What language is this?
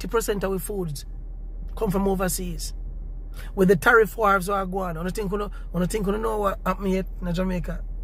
Jamaican Creole English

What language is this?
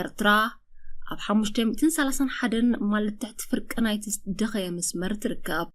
Tigrinya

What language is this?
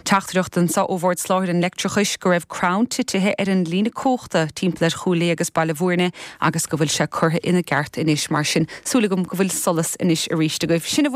Irish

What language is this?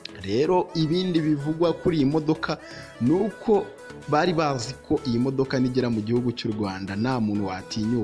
Kinyarwanda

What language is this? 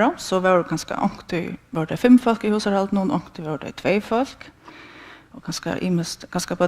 Faroese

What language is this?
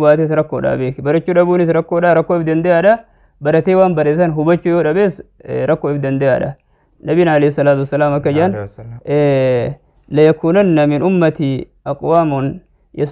Oromo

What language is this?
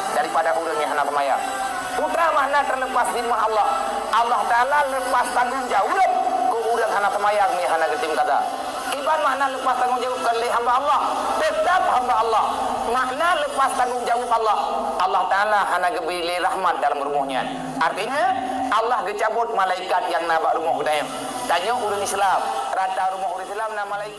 Achinese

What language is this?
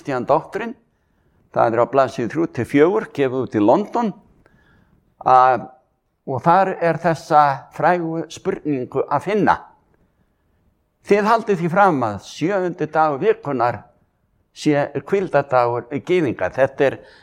Icelandic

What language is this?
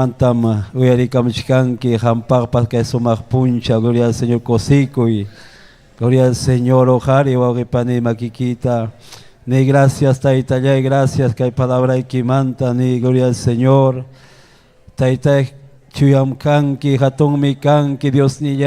Ayacucho Quechua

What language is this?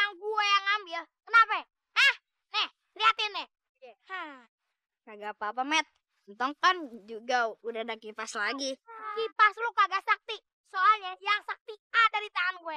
Betawi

